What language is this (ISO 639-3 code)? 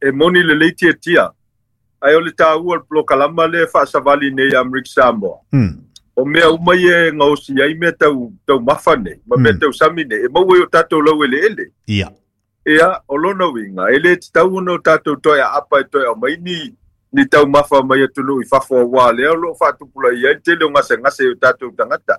smo